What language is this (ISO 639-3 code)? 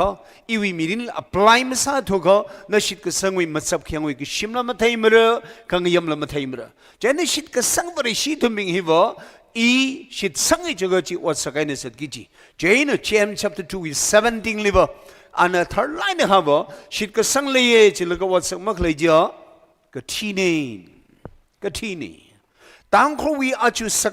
nmf